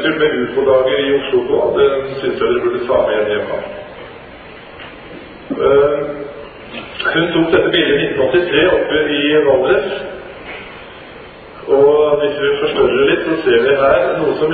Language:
Norwegian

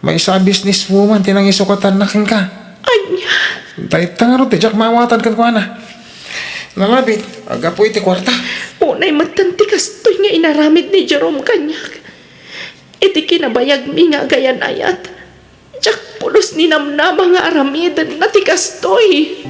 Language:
Iloko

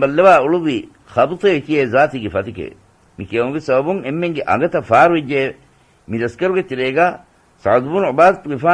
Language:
Divehi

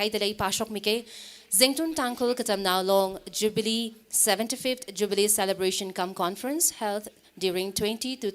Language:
Tangkhul Naga (India)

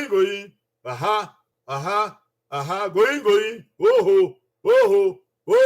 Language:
Bini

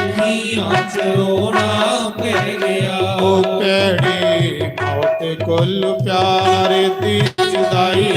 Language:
Dogri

